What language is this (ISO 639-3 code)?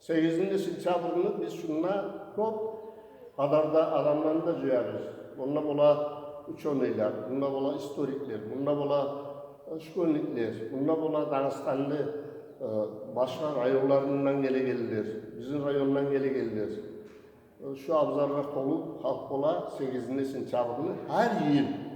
kum